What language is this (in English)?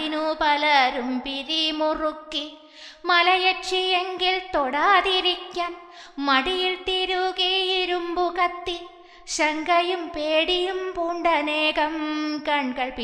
Malayalam